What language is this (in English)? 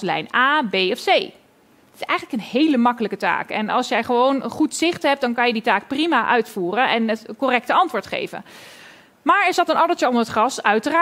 Dutch